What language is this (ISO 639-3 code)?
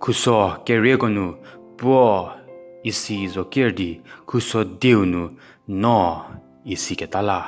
njm